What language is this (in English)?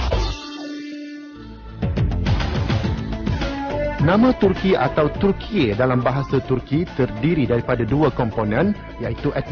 Malay